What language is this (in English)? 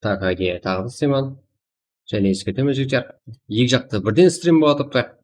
Kara-Kalpak